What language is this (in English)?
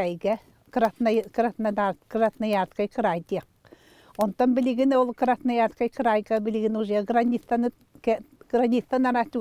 Yakut